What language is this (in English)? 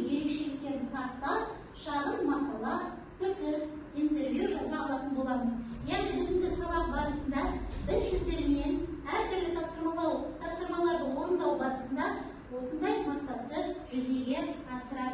Kazakh